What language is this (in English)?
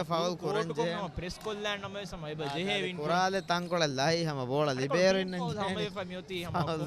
Divehi